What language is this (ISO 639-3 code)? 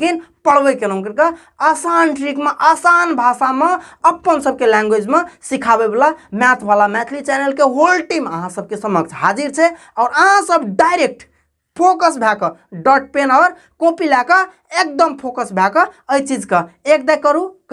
mai